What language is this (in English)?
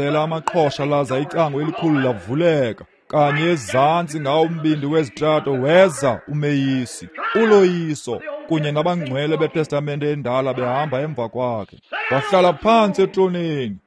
Xhosa